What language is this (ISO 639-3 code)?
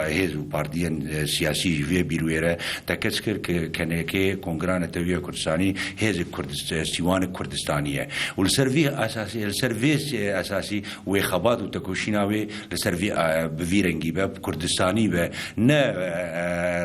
kur